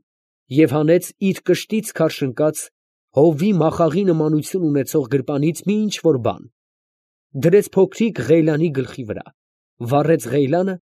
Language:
Armenian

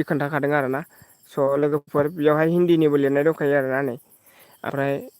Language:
Bodo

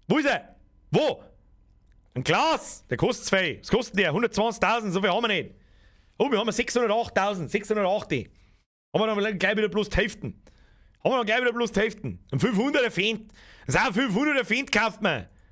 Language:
Bavarian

